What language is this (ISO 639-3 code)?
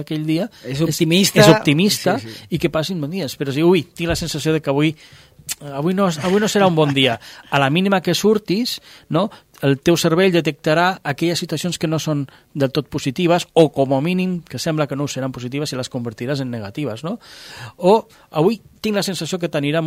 cat